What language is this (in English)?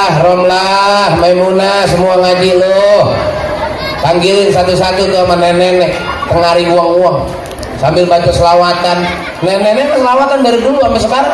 Betawi